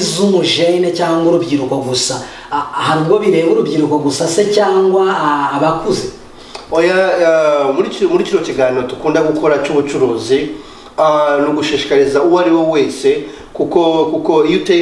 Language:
Kinyarwanda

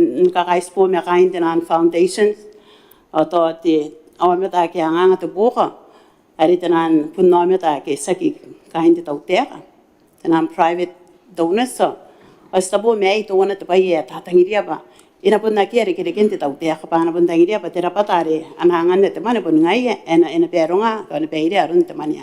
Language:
Gilbertese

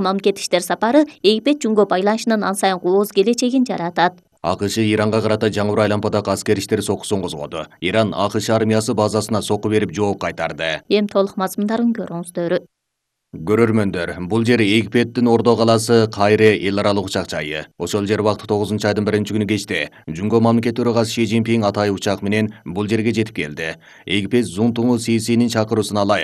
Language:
Kyrgyz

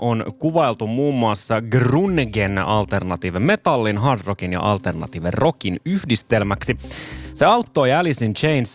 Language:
Finnish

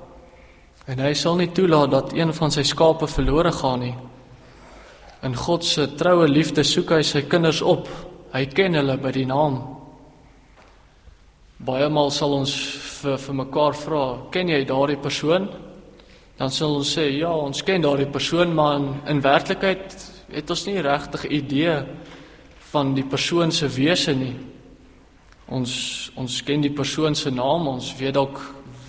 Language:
Afrikaans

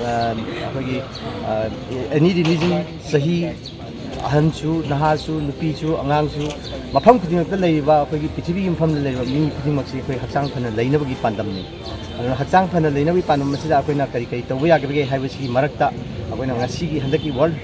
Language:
Manipuri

